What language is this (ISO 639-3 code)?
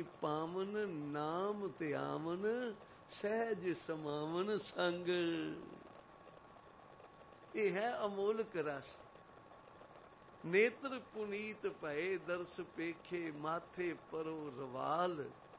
pan